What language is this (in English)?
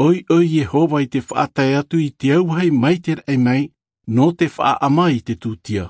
Tahitian